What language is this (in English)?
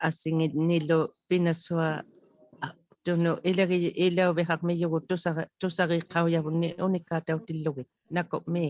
Inuktitut